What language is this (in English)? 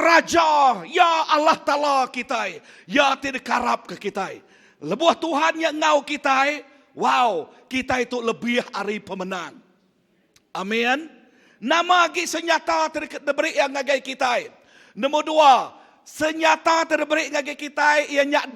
Iban